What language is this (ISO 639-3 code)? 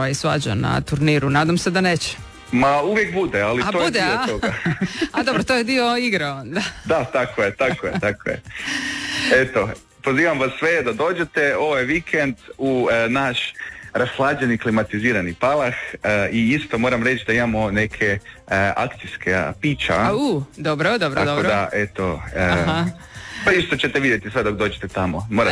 hrv